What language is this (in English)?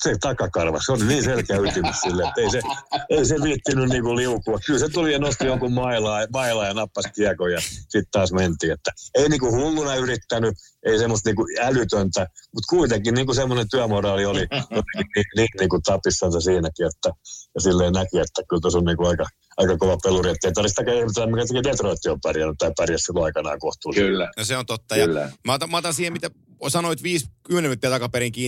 Finnish